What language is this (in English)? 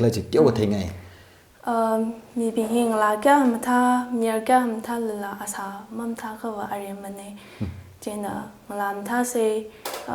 Tangkhul Naga (India)